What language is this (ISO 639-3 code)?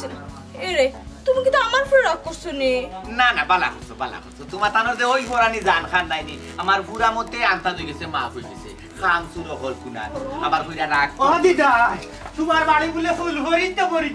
syl